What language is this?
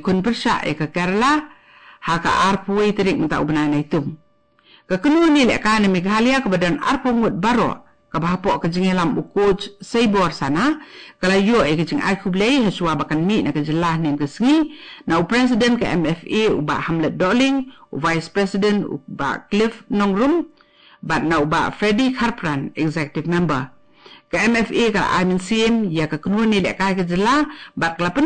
Khasi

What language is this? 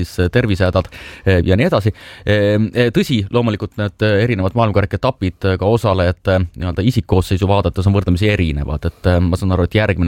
Estonian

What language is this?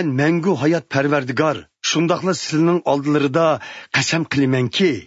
Uyghur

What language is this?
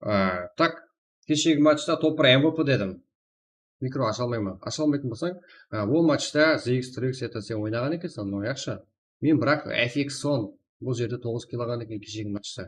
Kara-Kalpak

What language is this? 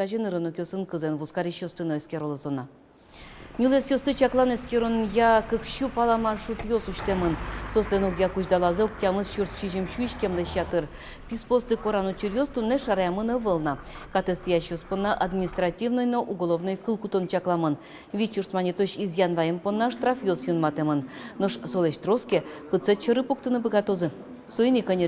Udmurt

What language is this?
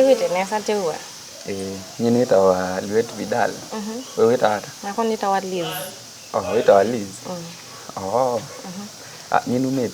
Kamba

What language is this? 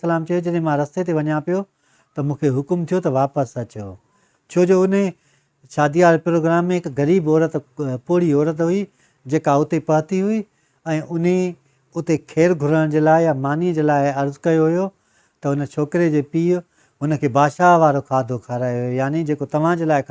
Sindhi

